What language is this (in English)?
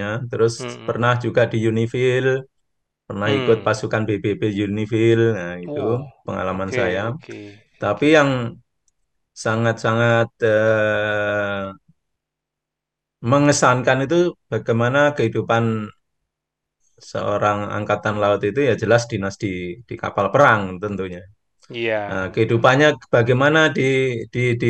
Indonesian